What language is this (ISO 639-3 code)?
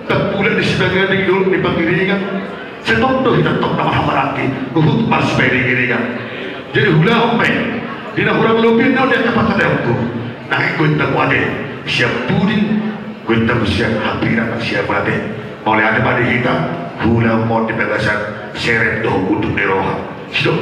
bbc